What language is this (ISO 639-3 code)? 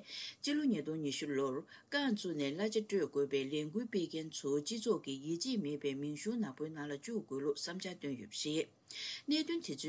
bod